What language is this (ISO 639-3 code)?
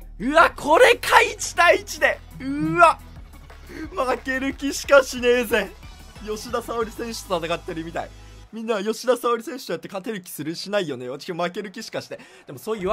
jpn